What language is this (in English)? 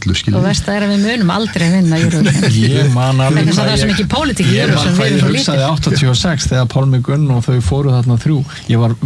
Icelandic